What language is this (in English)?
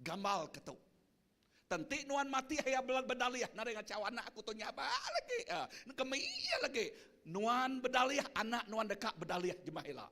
Iban